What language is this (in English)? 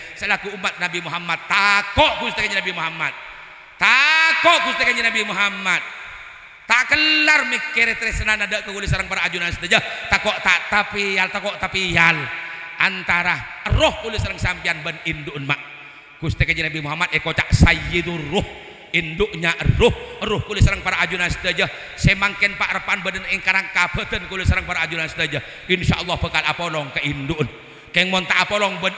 Madurese